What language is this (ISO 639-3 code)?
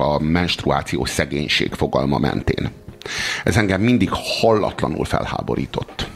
hun